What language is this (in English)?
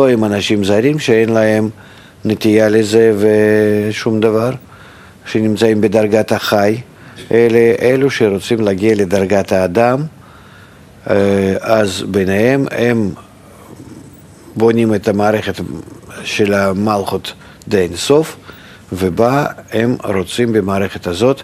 Hebrew